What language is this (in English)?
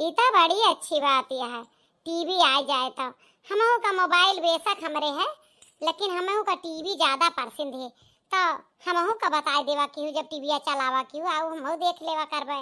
Awadhi